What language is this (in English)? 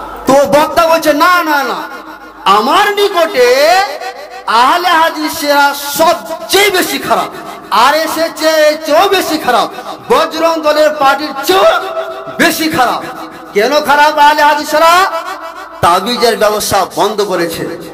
Bangla